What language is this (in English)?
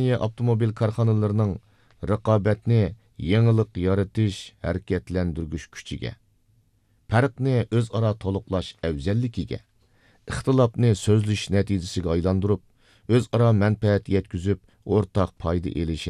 Uyghur